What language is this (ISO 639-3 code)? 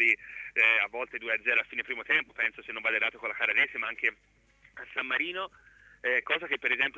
ita